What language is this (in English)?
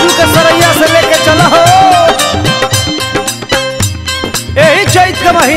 Bhojpuri